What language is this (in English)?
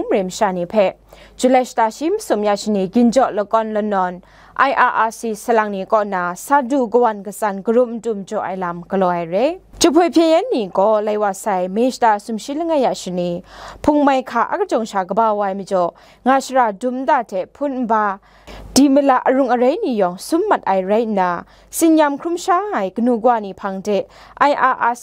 Kachin